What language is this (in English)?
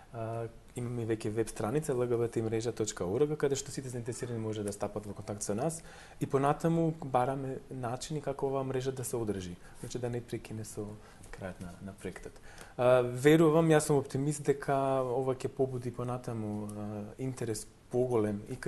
Macedonian